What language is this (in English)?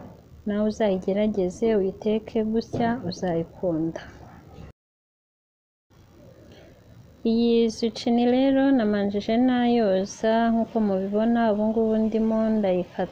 Kinyarwanda